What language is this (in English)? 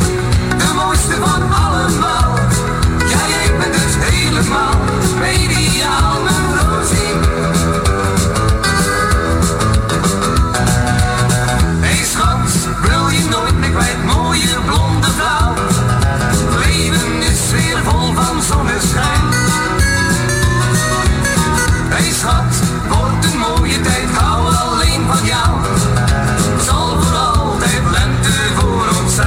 Dutch